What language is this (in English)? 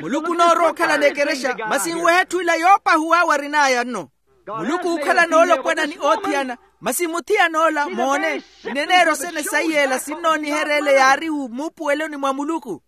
Makhuwa